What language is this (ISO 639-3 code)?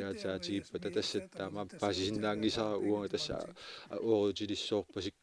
kal